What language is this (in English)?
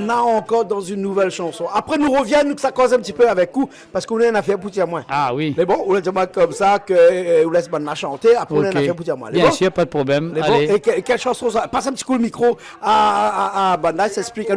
Réunion Creole French